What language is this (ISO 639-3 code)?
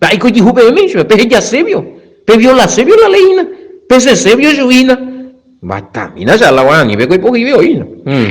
grn